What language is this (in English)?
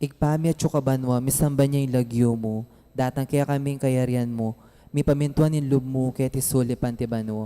Pampanga